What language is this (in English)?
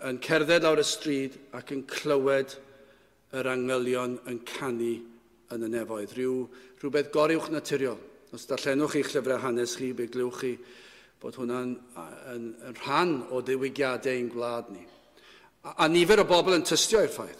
Welsh